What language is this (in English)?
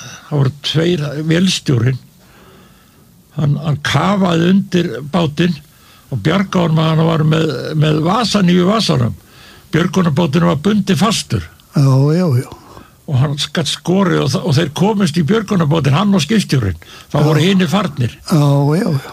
Icelandic